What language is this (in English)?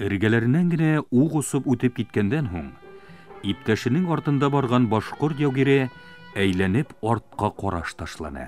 Bashkir